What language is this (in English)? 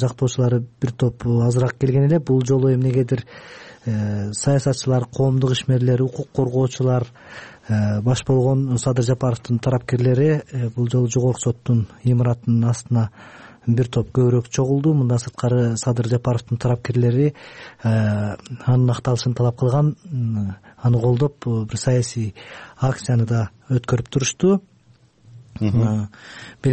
Kyrgyz